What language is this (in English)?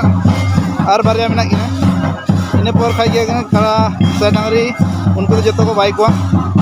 Santali